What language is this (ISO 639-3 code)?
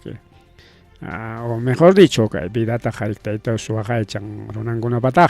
quy